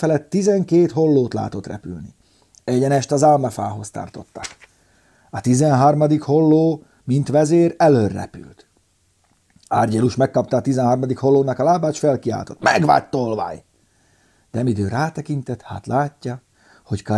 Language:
Hungarian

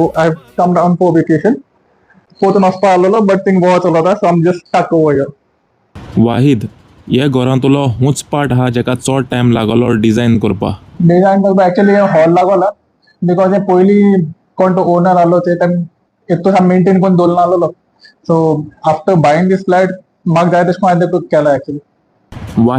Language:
Konkani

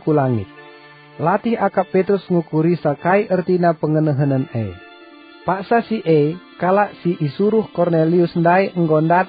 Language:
Batak Karo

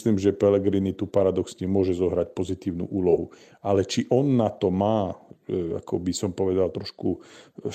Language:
Slovak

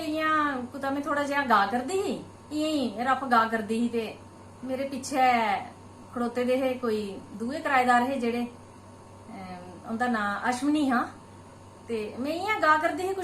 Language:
Dogri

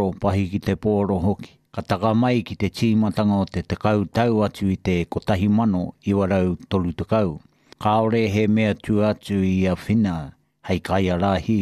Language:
Māori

